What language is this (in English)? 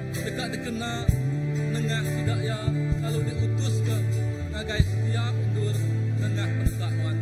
Iban